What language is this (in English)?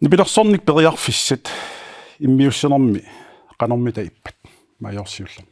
Kalaallisut